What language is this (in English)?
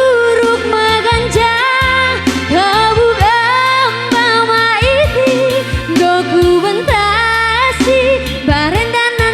Batak Karo